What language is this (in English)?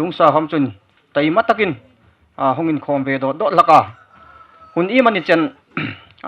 Hmar